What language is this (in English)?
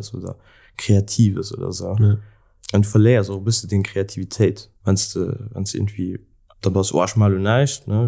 Luxembourgish